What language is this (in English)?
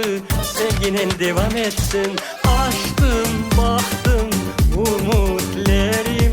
Crimean Tatar